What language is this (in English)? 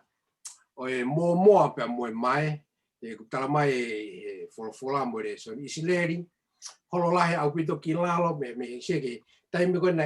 Tongan